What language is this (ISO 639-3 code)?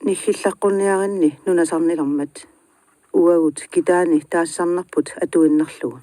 kal